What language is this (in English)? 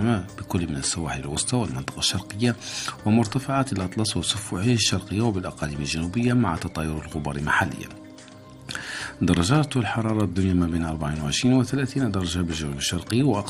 Arabic